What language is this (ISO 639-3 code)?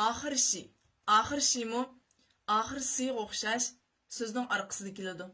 uig